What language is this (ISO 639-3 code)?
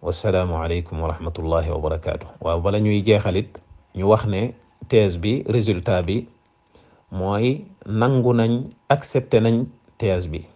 wol